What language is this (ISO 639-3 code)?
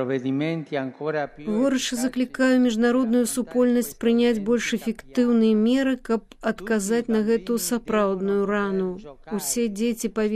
bel